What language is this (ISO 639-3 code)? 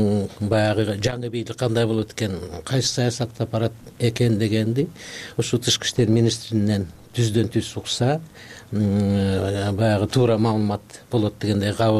kir